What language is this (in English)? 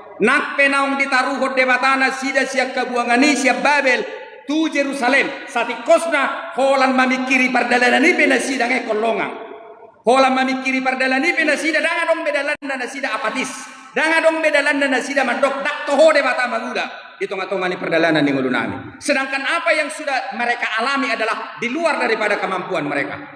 Batak Toba